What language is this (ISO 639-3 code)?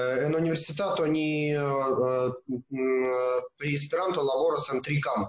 epo